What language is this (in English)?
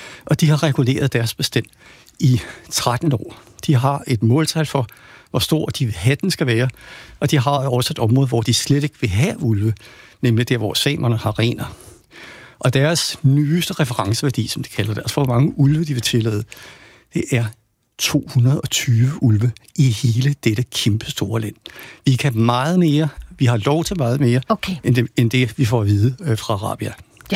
Danish